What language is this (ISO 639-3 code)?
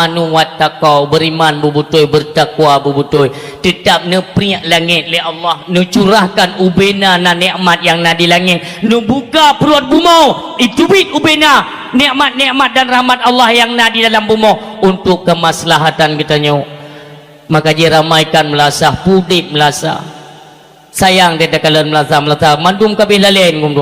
ace